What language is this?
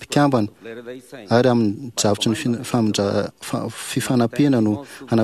Malagasy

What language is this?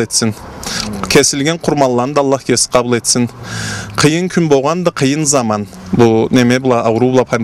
Karachay-Balkar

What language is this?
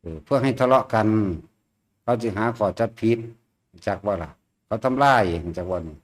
Lao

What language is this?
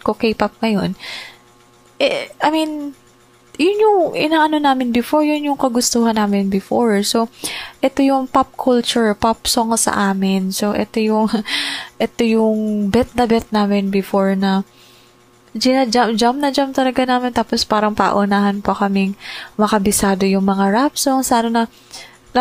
Filipino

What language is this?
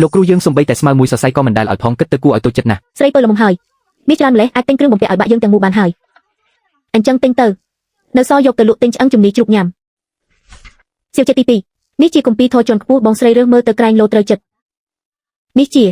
Khmer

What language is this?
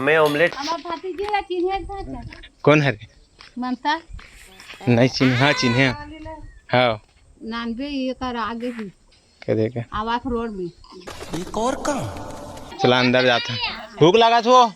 Chhattisgarhi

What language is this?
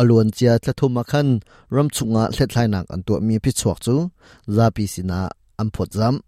Hakha Chin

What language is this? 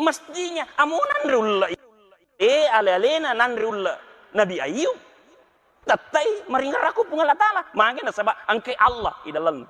Buginese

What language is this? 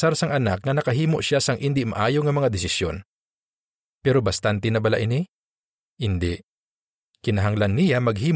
Hiligaynon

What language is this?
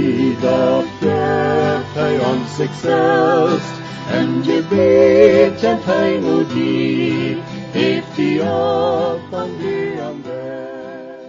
Plautdietsch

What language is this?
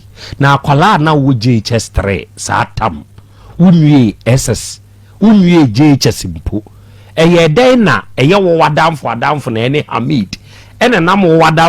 Akan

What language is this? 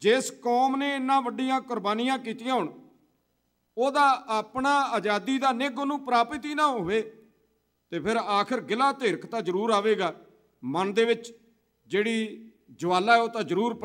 Punjabi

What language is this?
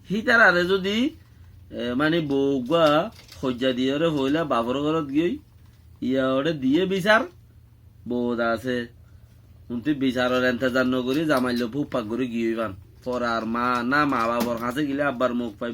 Rohingya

